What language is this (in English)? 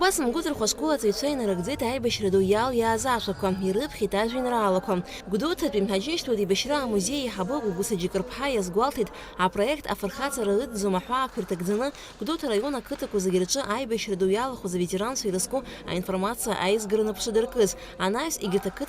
Abkhazian